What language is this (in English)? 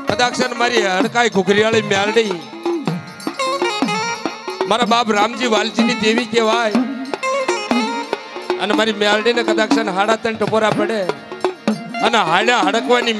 Gujarati